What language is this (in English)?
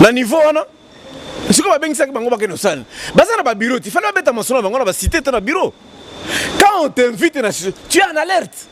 Lingala